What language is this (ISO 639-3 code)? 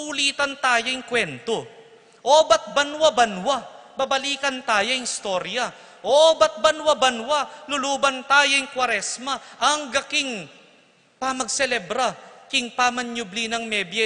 pam